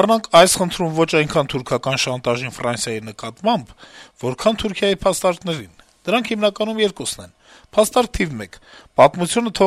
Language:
Armenian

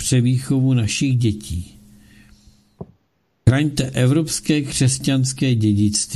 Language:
Czech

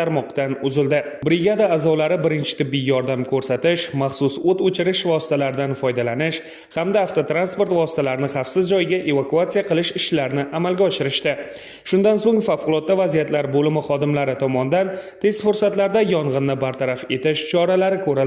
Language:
Uzbek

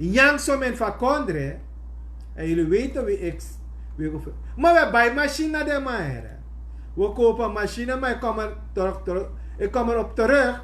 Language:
Sranan Tongo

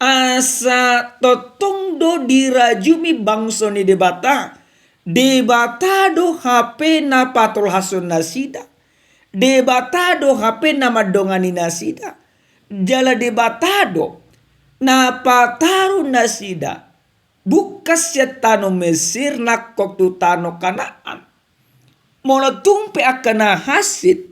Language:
Batak Toba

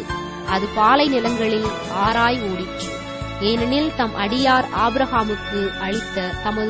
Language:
Tamil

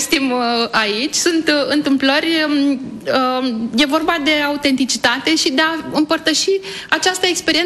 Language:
Romanian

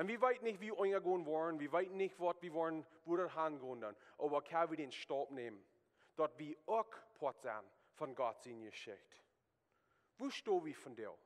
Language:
Plautdietsch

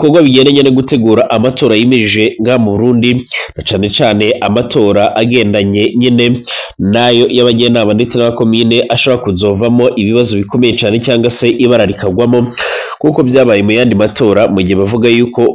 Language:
Rundi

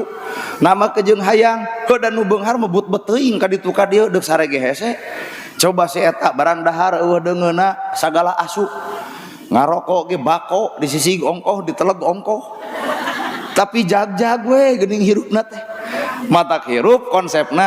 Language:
Sundanese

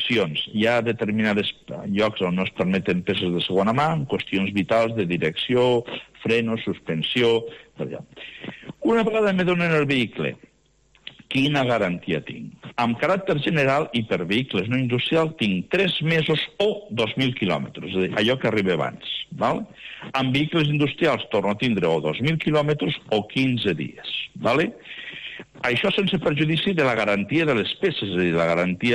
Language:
Catalan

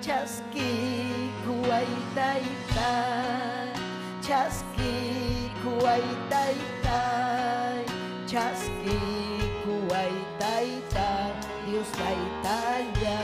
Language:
Ayacucho Quechua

